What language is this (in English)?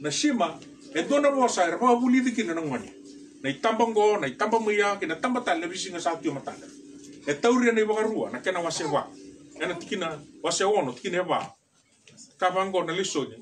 Fijian